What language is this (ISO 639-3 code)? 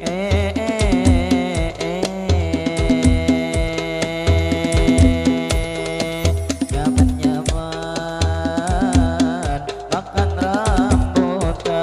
bjn